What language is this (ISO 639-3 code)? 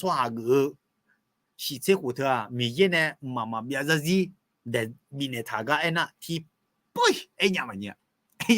ahk